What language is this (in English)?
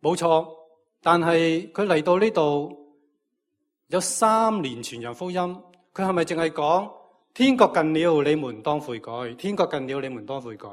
Cantonese